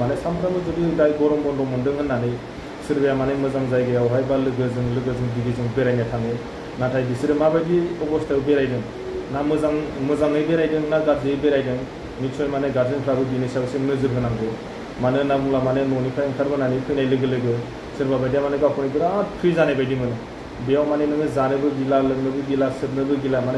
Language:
Bodo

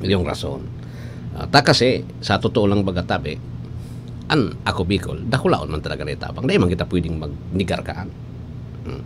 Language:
Bikol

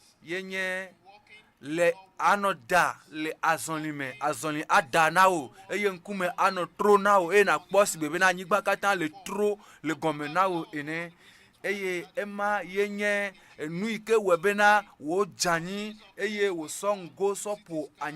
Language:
Ewe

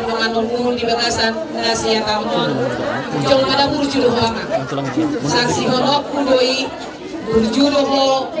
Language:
Batak Toba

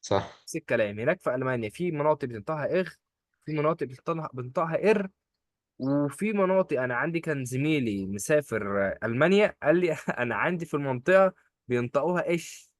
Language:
Egyptian Arabic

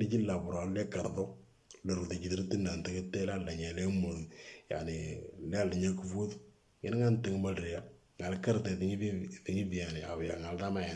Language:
Moro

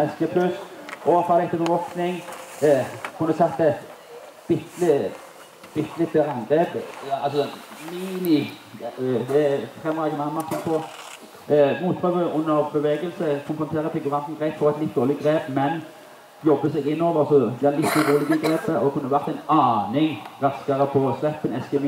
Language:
Norwegian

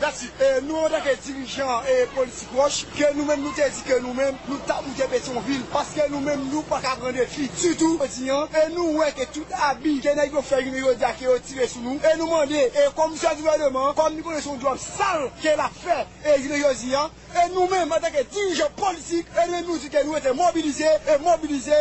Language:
Haitian Creole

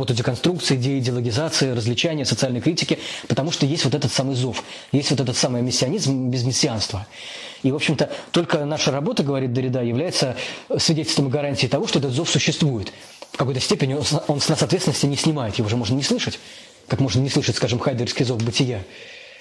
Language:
Russian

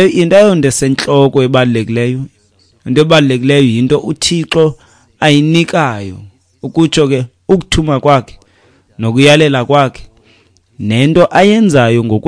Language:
Xhosa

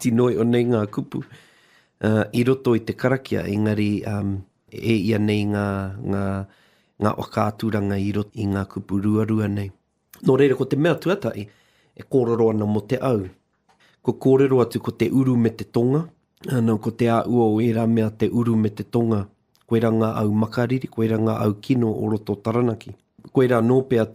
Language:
Māori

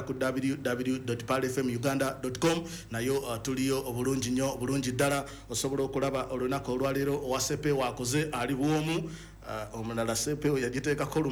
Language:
Ganda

